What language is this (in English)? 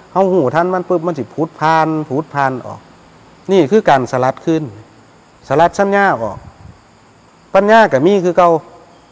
Thai